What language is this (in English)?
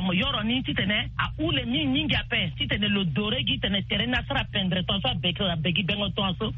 Sango